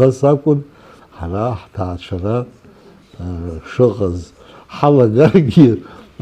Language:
Abkhazian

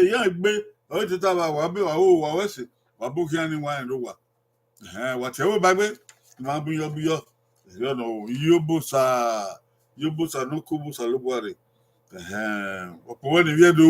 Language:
Bini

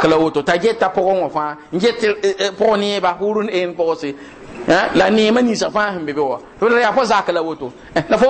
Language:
Mossi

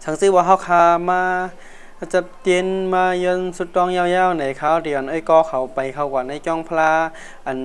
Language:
Shan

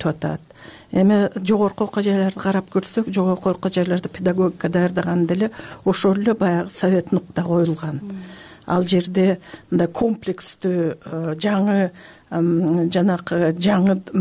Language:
Kyrgyz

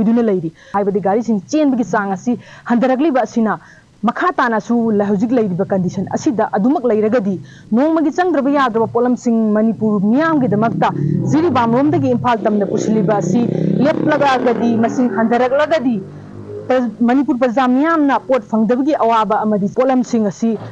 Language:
Manipuri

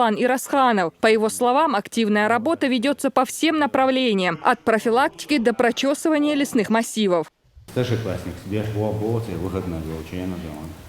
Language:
Chechen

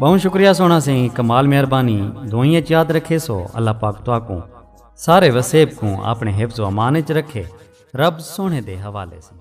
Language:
Saraiki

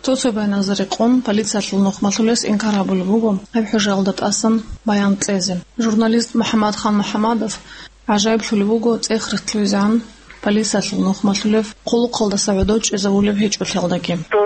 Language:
Avaric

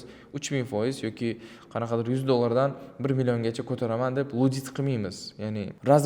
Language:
Uzbek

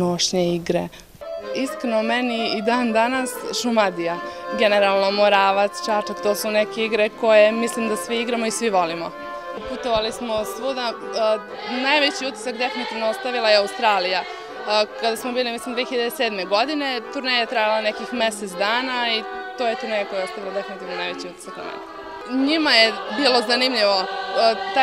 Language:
Serbian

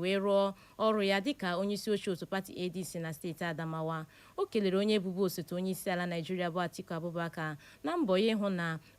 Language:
Igbo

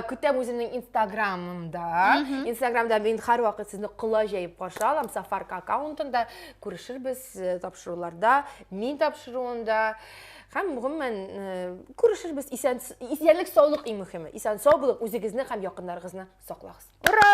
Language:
Tatar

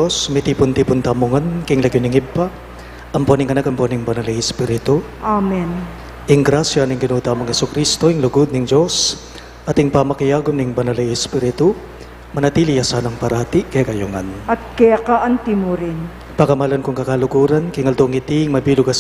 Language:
Pampanga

